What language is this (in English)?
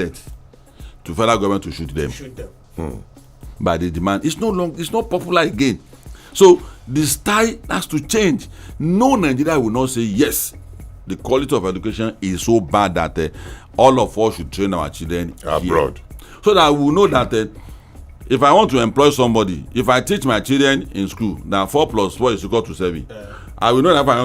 Nigerian Pidgin